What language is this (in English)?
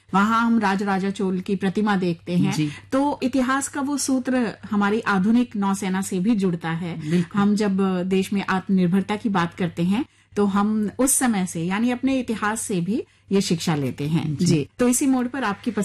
Hindi